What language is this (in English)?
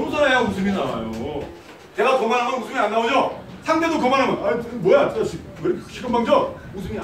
Korean